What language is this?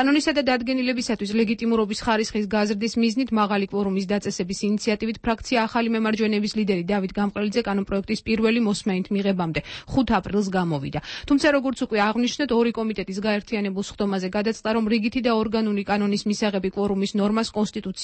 Georgian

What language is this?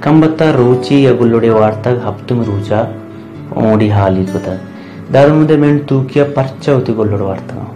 Baluchi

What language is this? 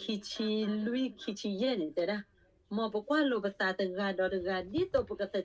S'gaw Karen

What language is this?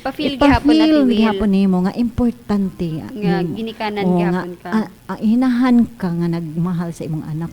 Cebuano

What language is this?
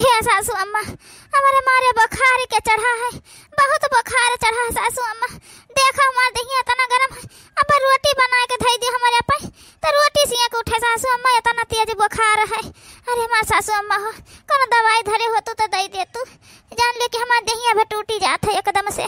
Awadhi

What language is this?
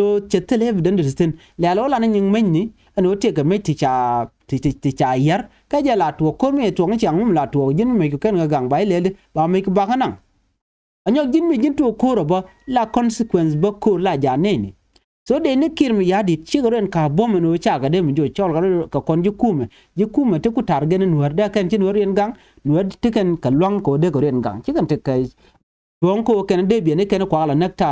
Nuer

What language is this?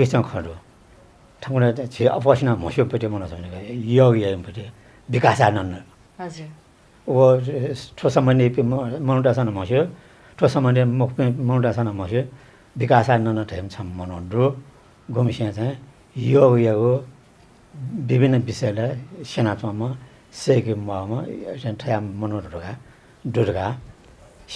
Newari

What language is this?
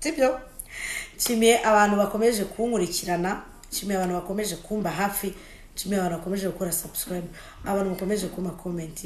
Kinyarwanda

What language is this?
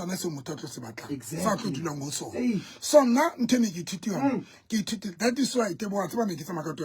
Southern Sotho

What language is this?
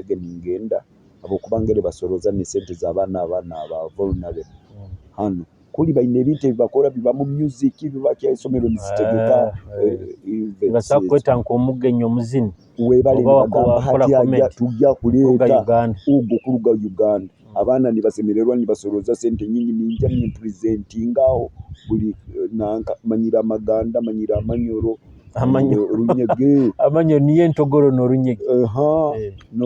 Nyoro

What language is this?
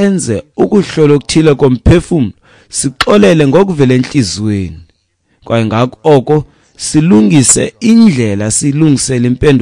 Xhosa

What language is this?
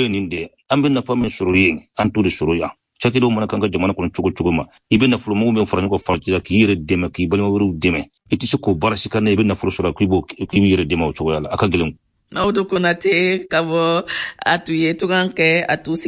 Bambara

